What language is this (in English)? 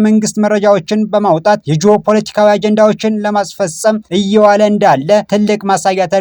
Amharic